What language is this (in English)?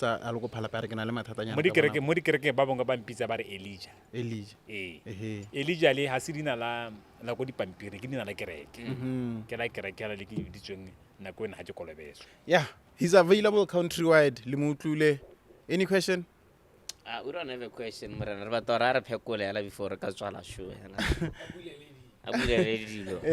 Tswana